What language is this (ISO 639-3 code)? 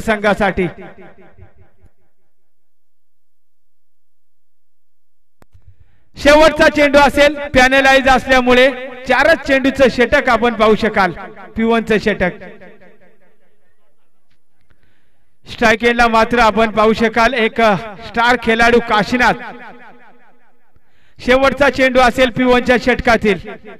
mar